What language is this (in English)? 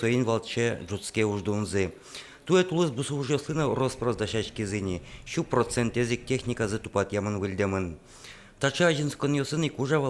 Udmurt